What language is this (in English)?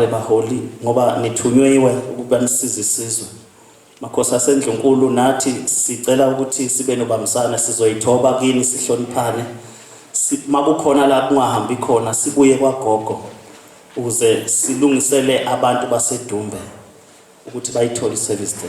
Zulu